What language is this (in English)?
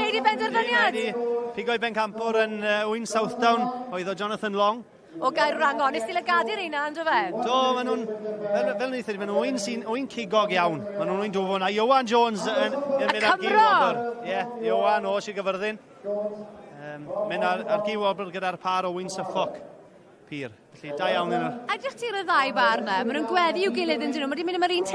Welsh